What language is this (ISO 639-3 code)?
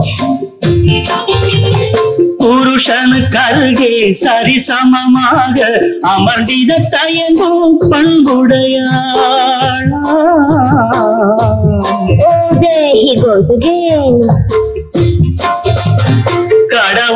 tam